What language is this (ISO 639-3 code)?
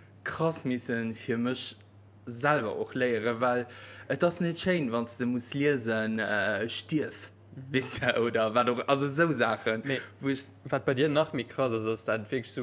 ltz